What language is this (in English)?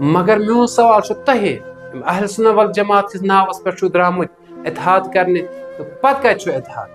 Kashmiri